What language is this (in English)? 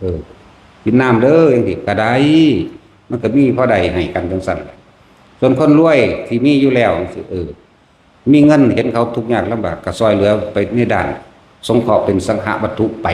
Lao